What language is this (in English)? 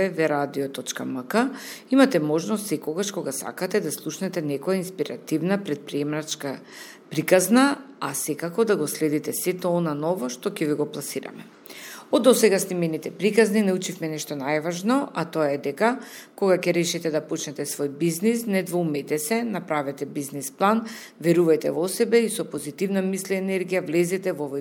Macedonian